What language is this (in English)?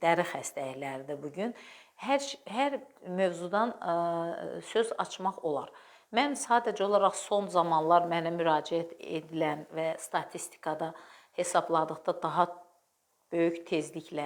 Azerbaijani